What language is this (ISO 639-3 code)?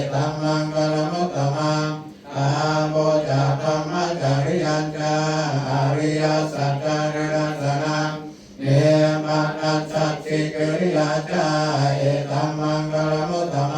pli